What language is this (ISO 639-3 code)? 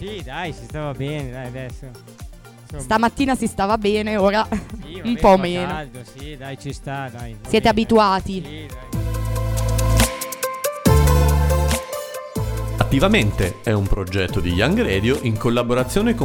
ita